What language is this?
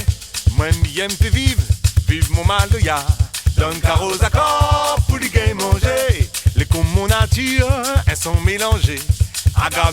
Réunion Creole French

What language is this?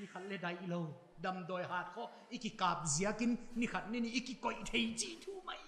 Paite Chin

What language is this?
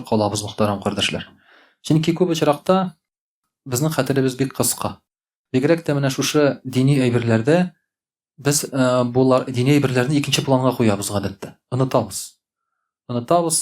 Tatar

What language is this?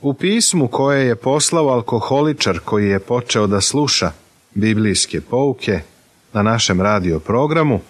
Serbian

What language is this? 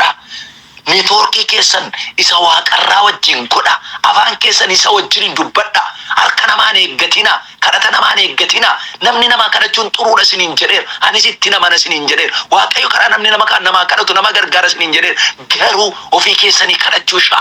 Oromo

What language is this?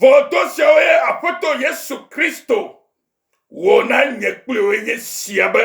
Ewe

